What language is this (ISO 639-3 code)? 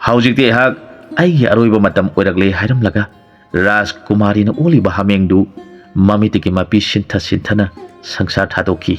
mni